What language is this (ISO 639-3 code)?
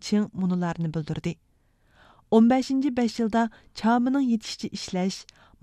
uig